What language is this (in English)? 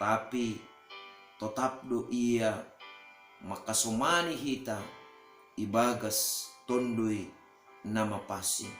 Batak Simalungun